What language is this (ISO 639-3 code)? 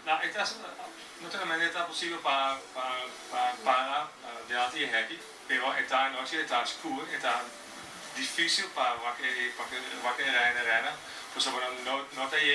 pap